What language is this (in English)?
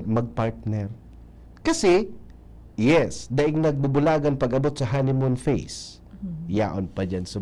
Bikol